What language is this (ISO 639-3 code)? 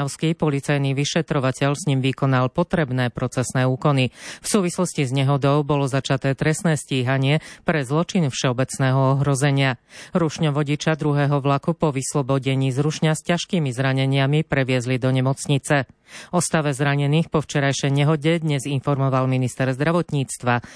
slk